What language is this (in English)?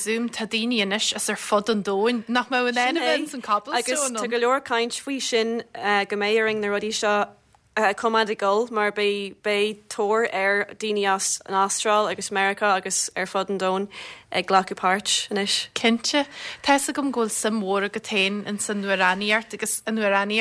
Irish